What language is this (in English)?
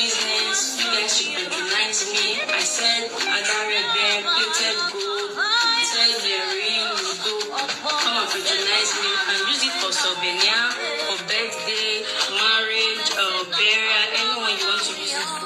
Nigerian Pidgin